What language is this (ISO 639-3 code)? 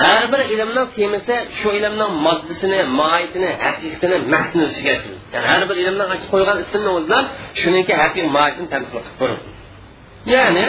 uig